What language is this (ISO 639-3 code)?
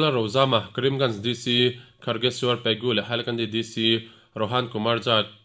lus